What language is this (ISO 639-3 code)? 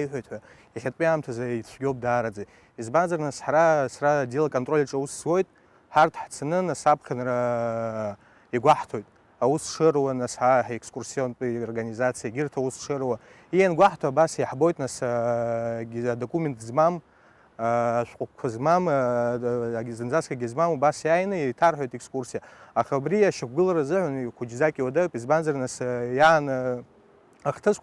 abk